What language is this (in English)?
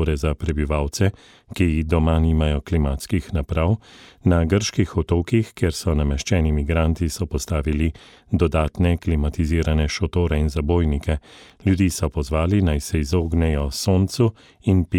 Slovenian